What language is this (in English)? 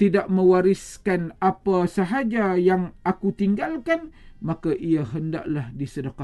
Malay